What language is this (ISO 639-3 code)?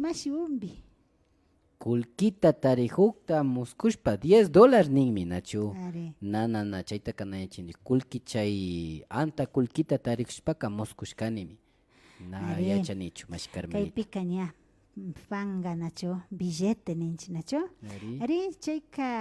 qvi